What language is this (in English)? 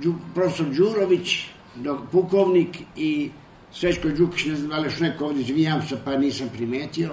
Serbian